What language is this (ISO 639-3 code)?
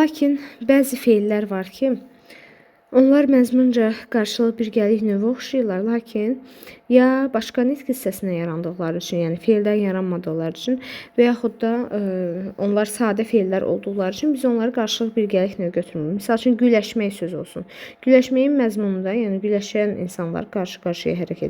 aze